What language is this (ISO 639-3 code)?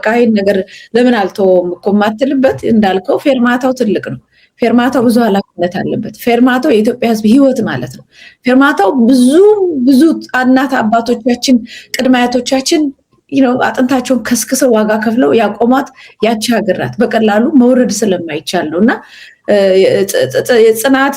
amh